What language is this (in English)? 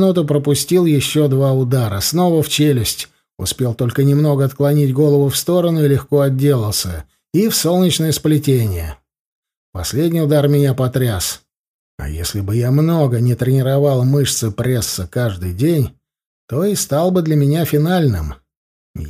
Russian